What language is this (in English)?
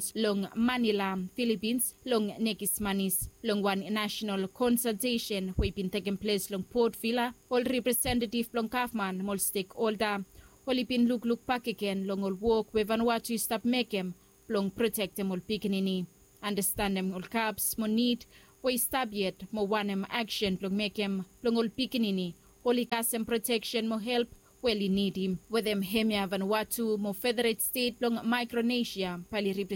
Bislama